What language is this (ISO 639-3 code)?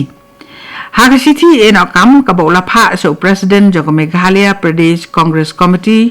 kha